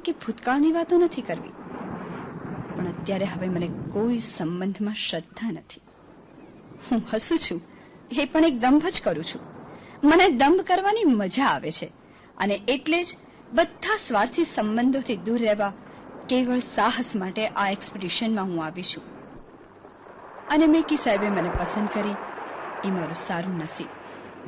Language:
Gujarati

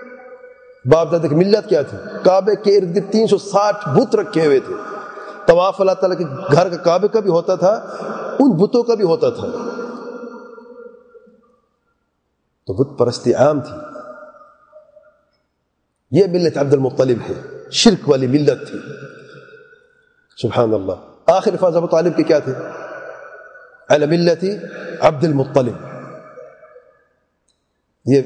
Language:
Urdu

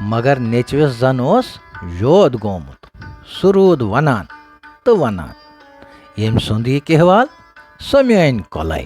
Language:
Kashmiri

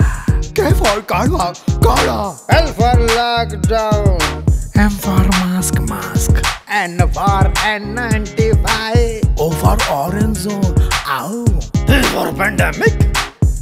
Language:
Hindi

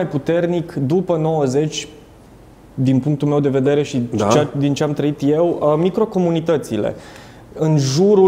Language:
Romanian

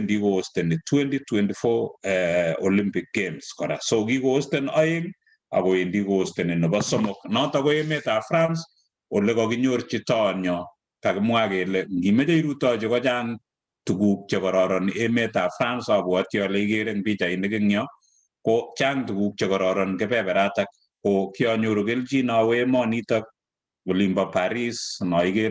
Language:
Kalenjin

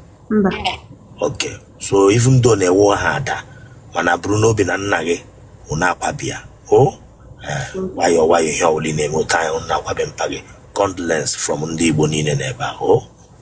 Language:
Igbo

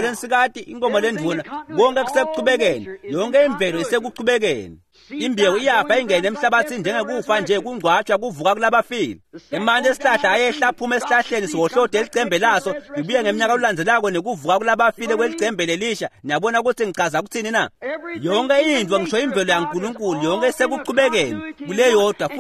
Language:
Swati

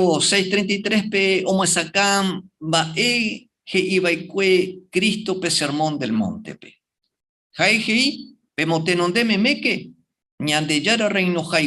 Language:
Guarani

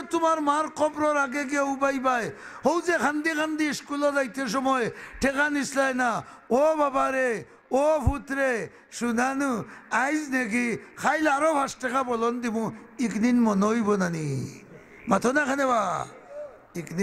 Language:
Sylheti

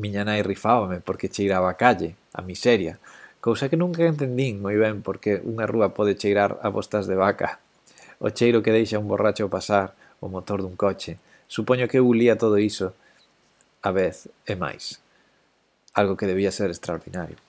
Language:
Galician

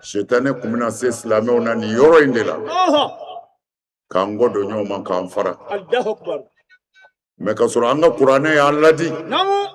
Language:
Bambara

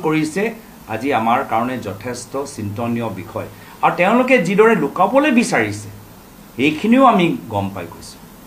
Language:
Assamese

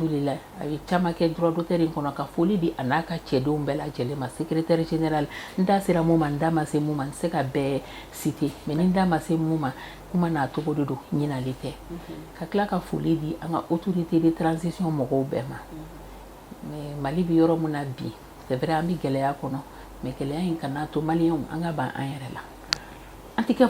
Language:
Bambara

